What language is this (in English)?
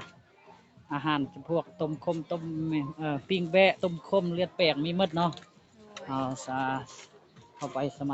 Lao